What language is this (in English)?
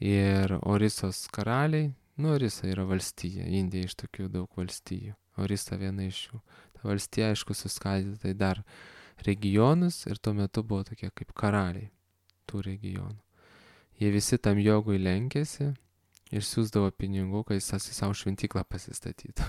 Lithuanian